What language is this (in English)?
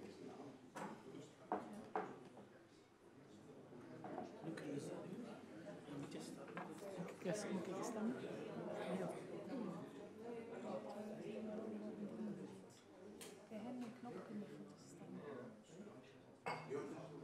Dutch